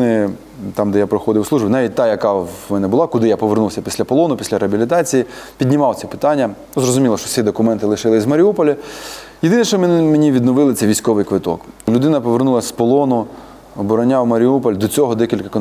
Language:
Ukrainian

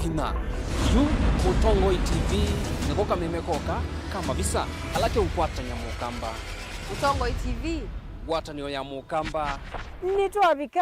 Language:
Kamba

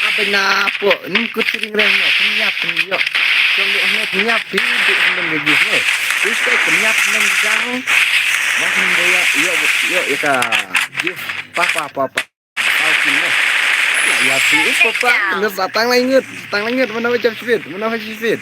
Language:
Khasi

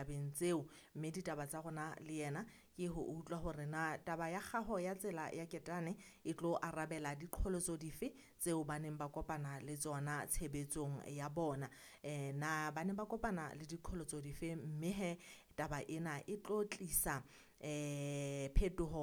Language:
Southern Sotho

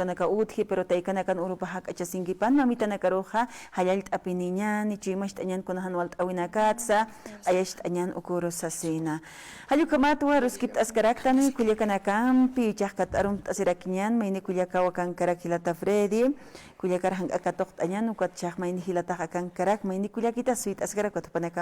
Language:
Aymara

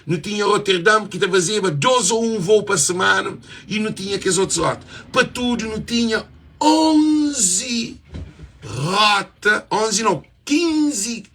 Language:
Kabuverdianu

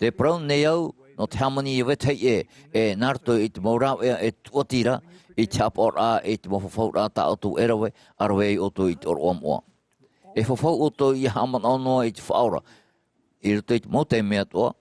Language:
Tahitian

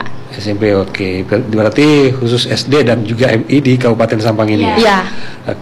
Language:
Indonesian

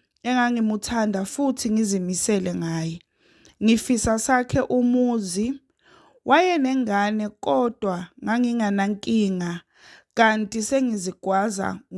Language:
Zulu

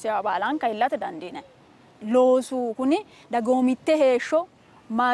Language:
Sidamo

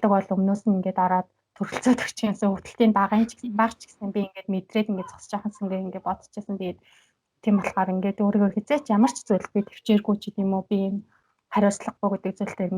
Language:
Mongolian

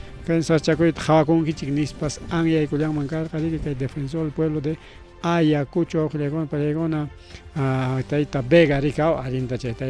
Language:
Ayacucho Quechua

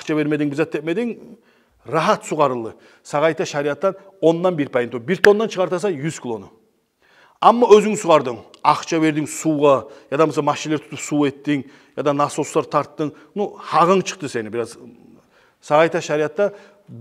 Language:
Kumyk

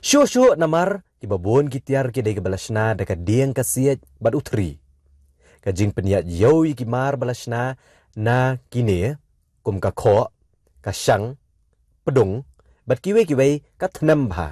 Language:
Khasi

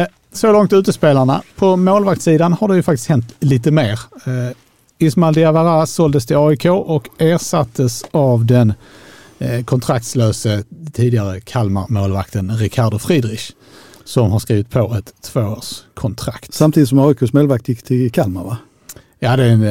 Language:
Swedish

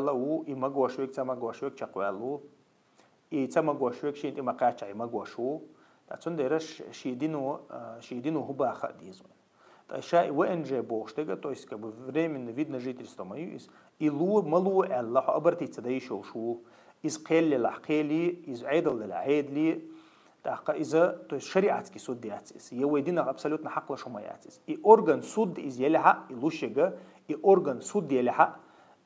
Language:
Chechen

